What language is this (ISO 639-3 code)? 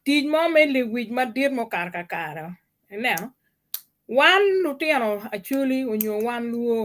ach